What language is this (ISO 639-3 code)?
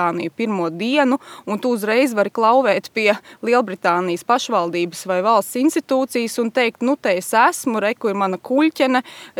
lav